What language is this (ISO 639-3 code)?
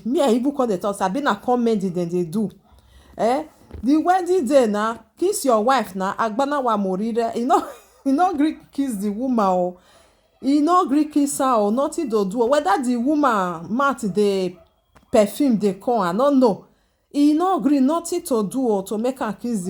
pcm